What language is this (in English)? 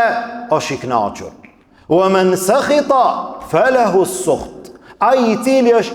Albanian